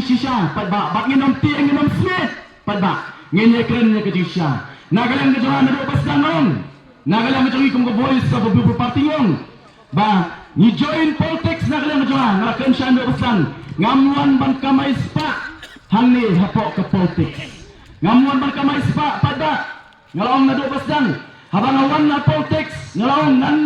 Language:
Khasi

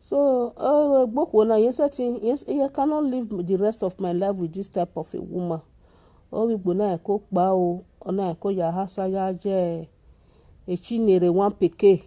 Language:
Nigerian Pidgin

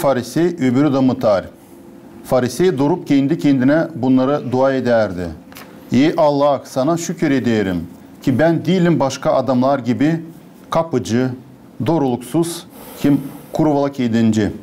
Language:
Gagauz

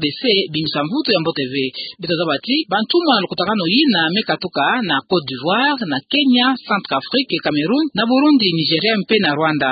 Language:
Kituba (Democratic Republic of Congo)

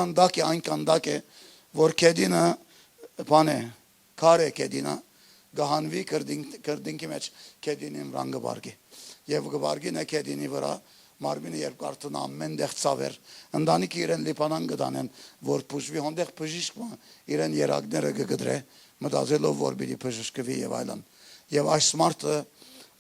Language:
Western Armenian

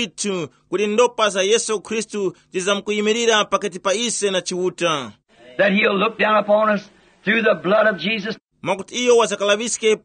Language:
Tumbuka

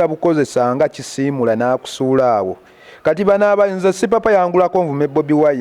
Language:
Ganda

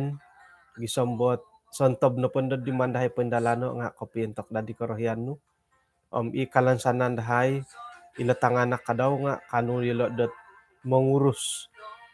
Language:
Central Dusun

